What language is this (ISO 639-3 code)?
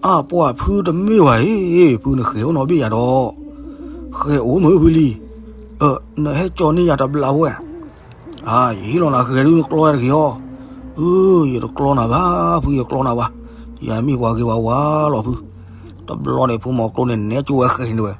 ksw